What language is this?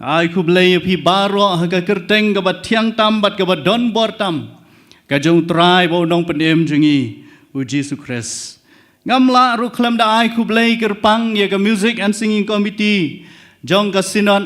Khasi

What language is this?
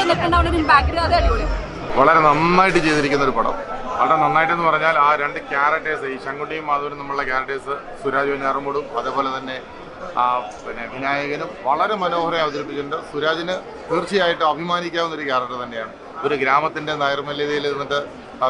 Malayalam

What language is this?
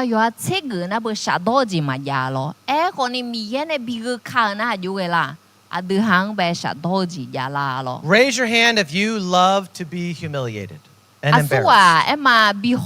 Akha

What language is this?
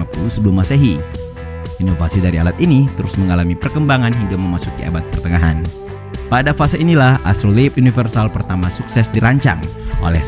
Indonesian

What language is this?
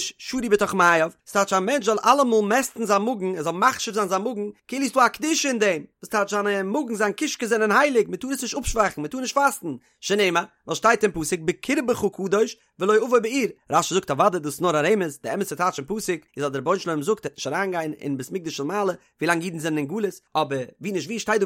Yiddish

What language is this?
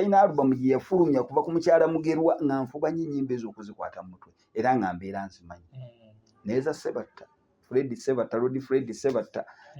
Ganda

